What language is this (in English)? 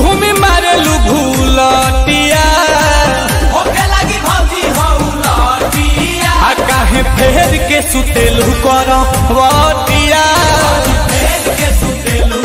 Bhojpuri